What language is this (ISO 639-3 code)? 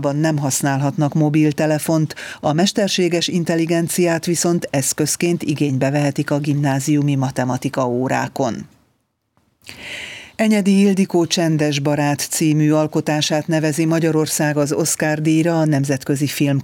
hun